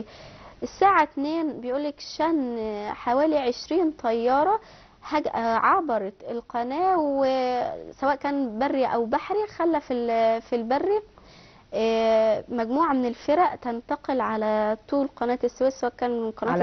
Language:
Egyptian Arabic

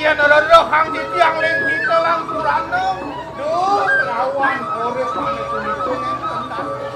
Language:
Balinese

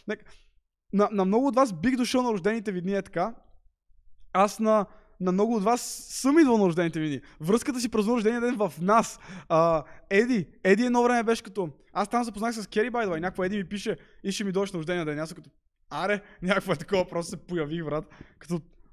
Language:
Bulgarian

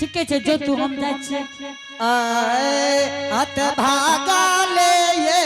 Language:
Angika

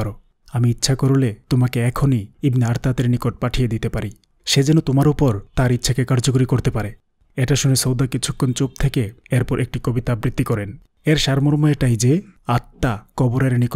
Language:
Bangla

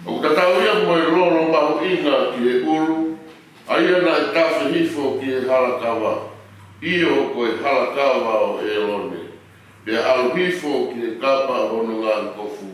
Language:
Tongan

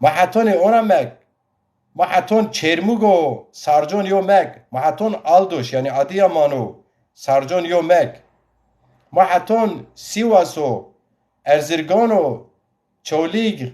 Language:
Zaza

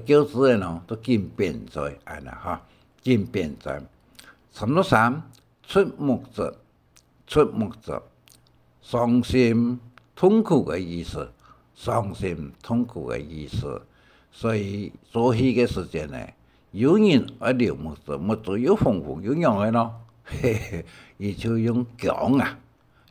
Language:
Hakka Chinese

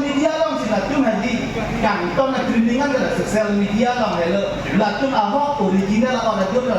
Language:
Karbi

